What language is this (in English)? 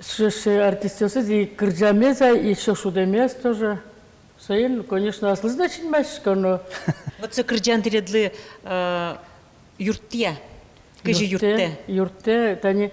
Udmurt